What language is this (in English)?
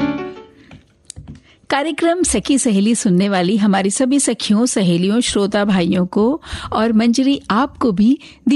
Hindi